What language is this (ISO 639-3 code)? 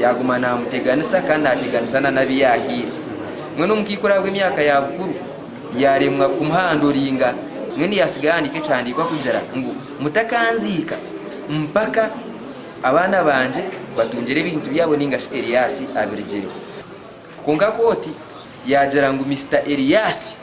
nyn